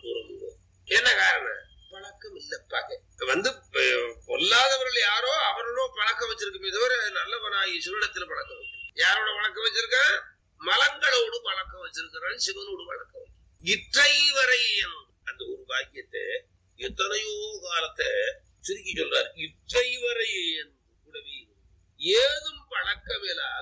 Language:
Tamil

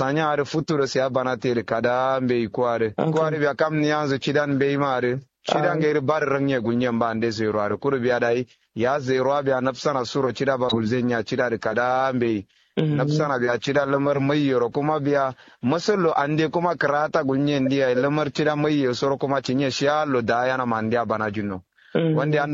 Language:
Kanuri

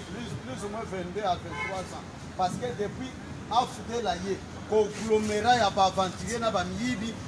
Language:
Lingala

